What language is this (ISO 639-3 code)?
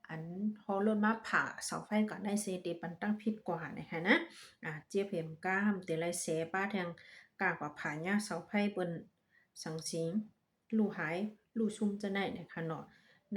shn